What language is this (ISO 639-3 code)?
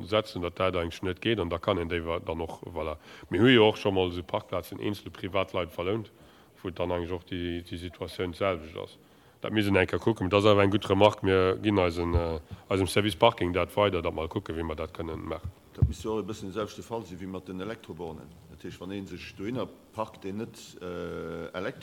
ltz